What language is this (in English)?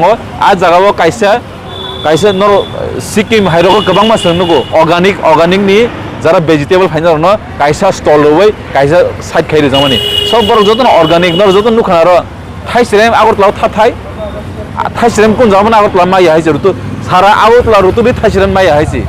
Kok Borok